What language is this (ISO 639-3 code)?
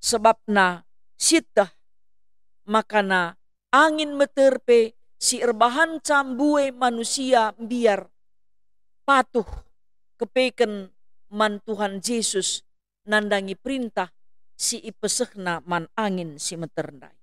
btx